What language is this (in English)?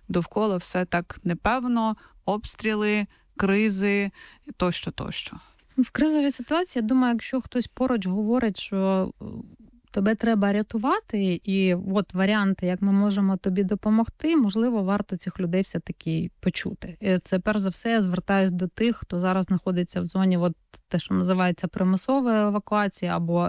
Ukrainian